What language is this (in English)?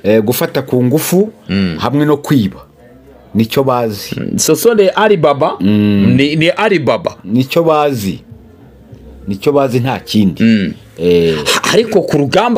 Kinyarwanda